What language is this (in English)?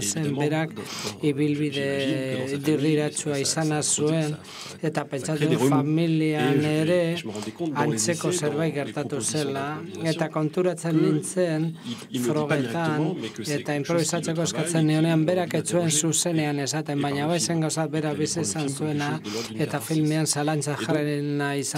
Basque